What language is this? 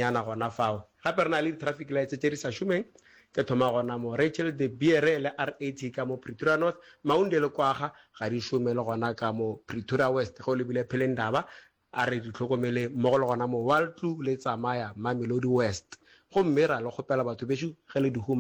Northern Sotho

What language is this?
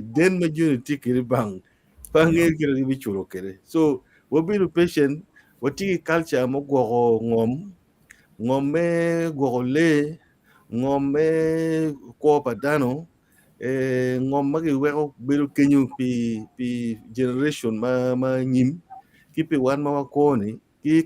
Acoli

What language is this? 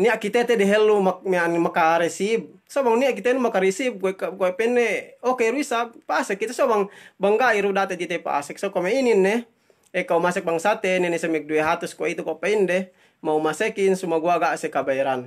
Yakan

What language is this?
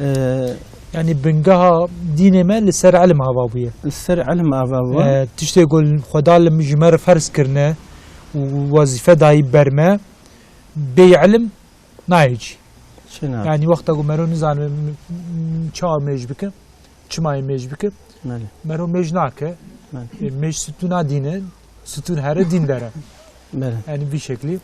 Kurdish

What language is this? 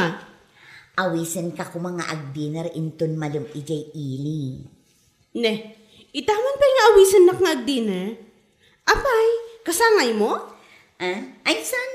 Iloko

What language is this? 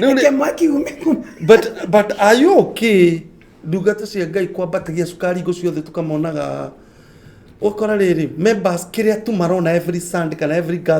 Kikuyu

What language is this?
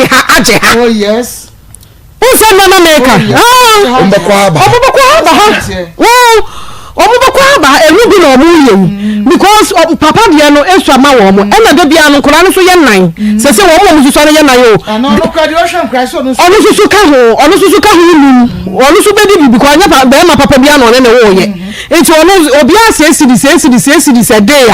Akan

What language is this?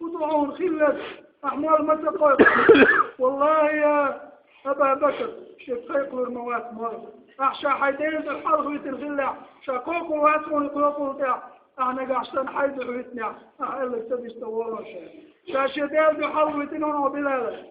Chechen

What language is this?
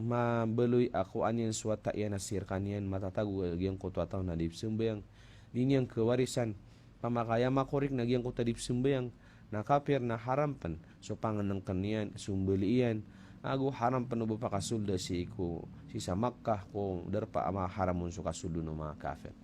Maranao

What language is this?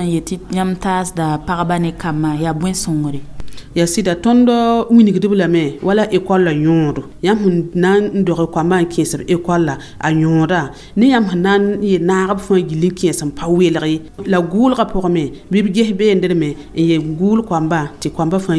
Mossi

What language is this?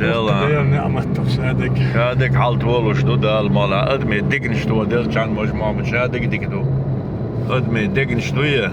Chechen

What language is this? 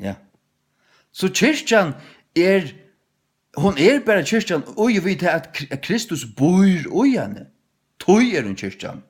Faroese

